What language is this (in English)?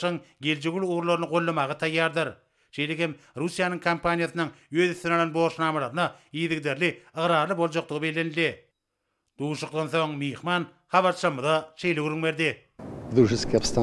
Turkmen